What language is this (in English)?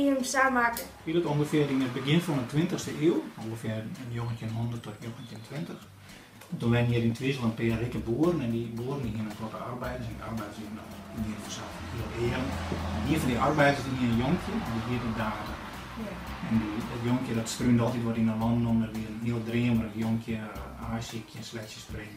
Western Frisian